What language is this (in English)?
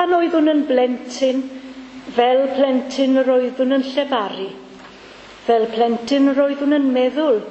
Welsh